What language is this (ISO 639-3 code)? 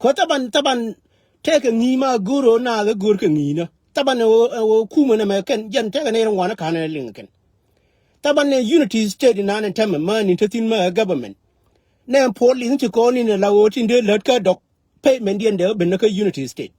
nus